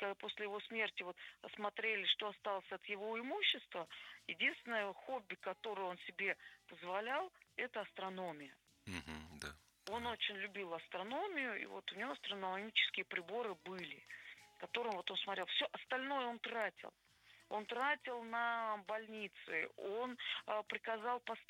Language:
Russian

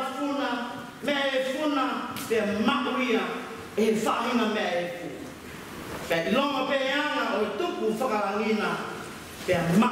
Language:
Tongan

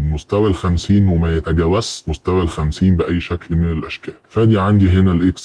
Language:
Egyptian Arabic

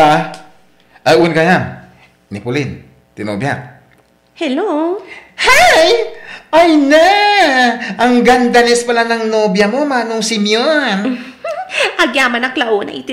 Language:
Iloko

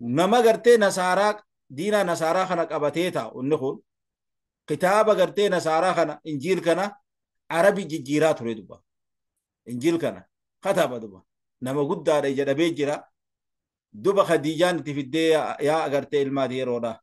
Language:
Oromo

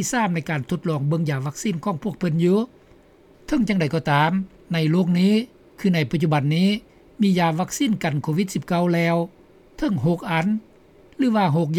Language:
Lao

